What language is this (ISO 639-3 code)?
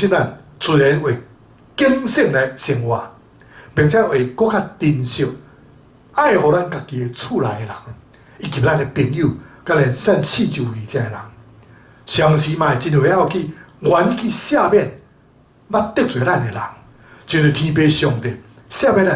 nan